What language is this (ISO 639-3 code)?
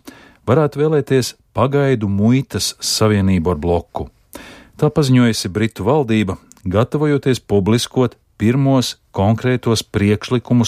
lav